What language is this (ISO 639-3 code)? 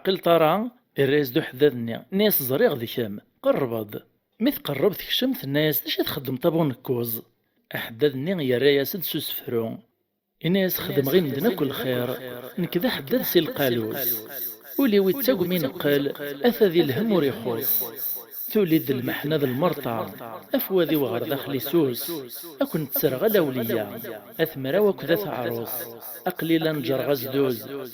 kab